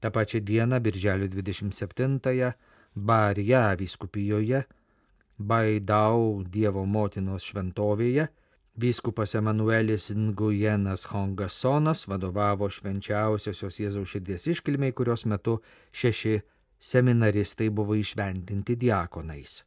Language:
Lithuanian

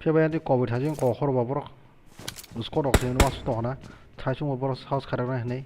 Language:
Kok Borok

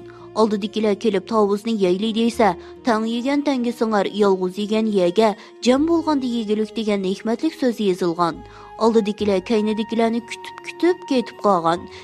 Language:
Uyghur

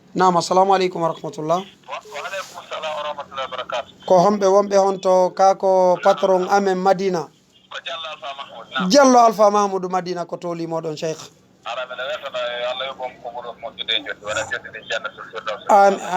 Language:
Fula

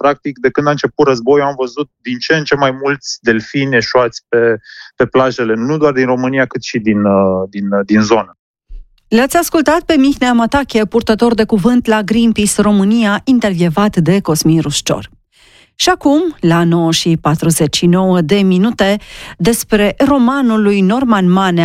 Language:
Romanian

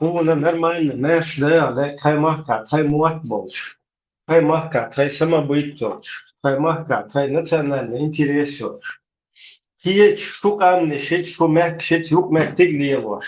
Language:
Chechen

